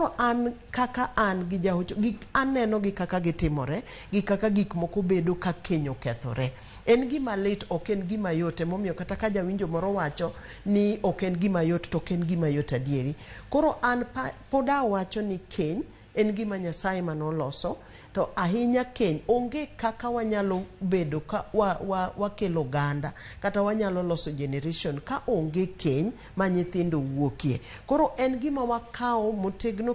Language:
Luo (Kenya and Tanzania)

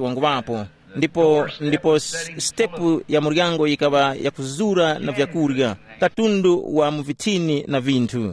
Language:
Tumbuka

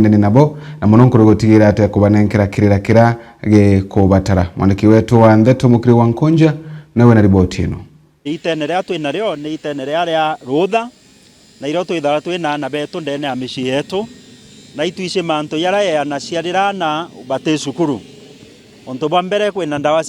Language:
Meru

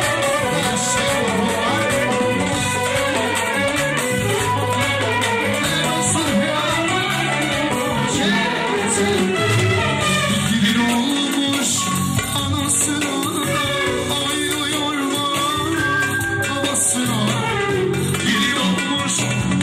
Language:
Turkish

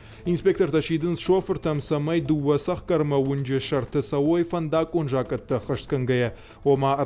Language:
Ossetic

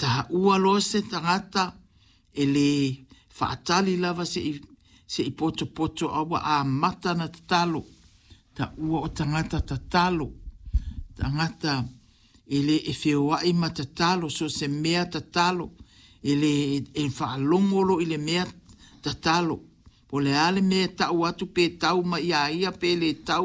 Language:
Samoan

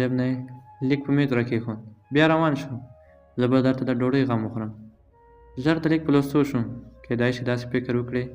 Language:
Pashto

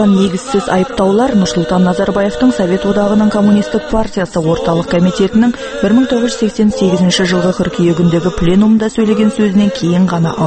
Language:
Kazakh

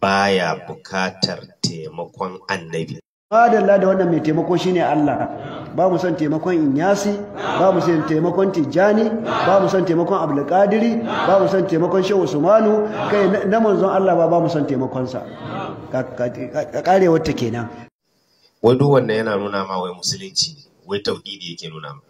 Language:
Hausa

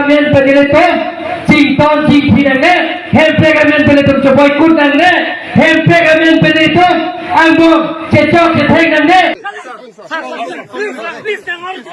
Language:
Karbi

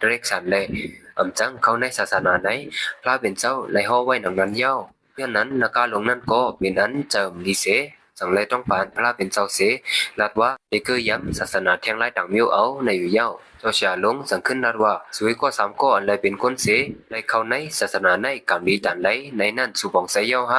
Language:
Shan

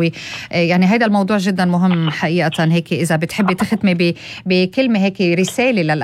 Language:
North Levantine Arabic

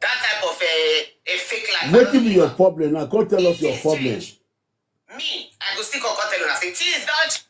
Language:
Nigerian Pidgin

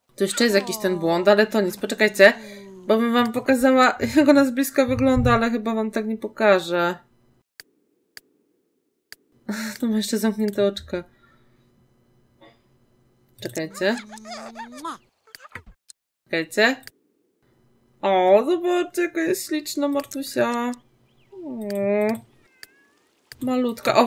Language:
Polish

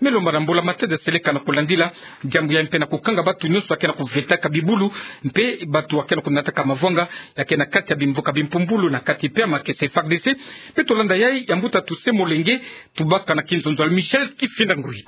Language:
Kituba (Democratic Republic of Congo)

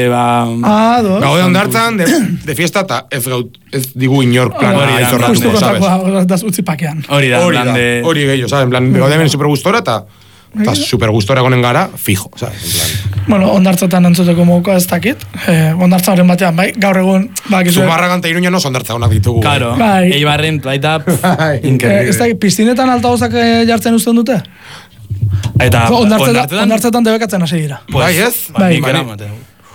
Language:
Basque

